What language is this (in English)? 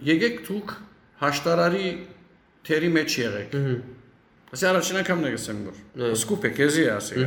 Western Armenian